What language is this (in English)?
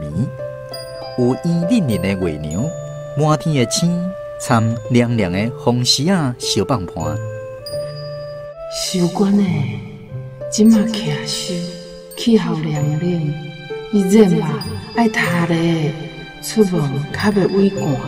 Min Nan Chinese